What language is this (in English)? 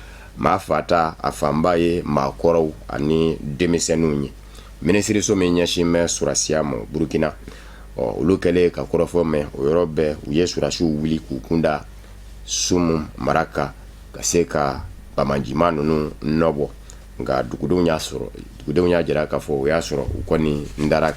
Bambara